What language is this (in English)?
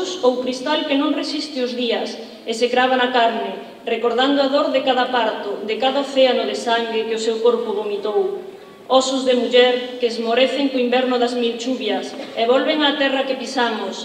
Galician